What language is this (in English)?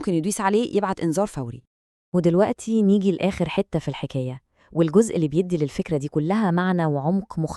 Egyptian Arabic